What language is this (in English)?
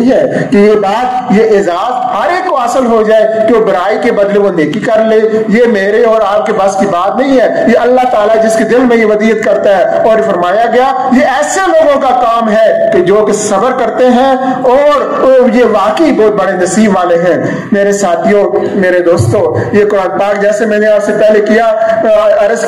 Urdu